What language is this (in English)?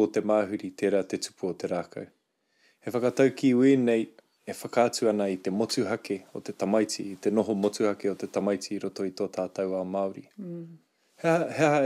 Māori